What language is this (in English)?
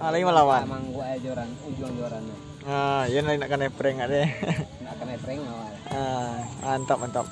Minangkabau